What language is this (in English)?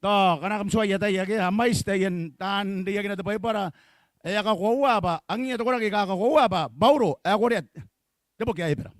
Gilbertese